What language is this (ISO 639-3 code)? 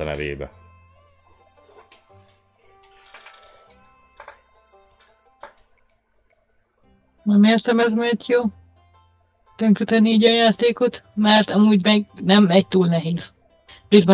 hun